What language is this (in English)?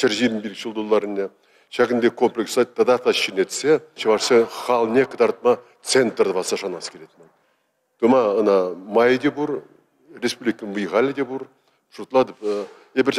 Chuvash